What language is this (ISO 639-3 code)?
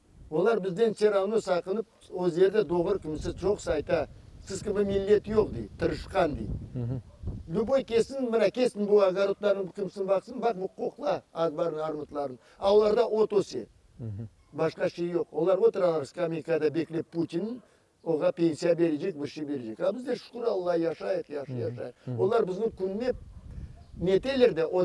crh